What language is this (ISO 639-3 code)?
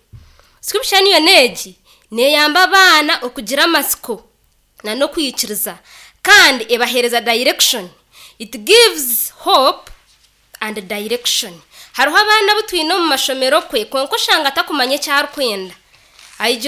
nyn